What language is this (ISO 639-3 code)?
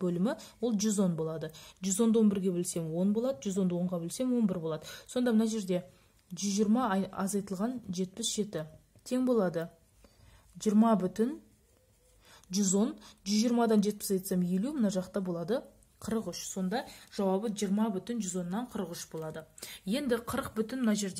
kaz